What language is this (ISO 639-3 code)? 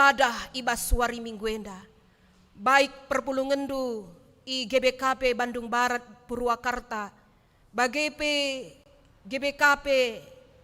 btx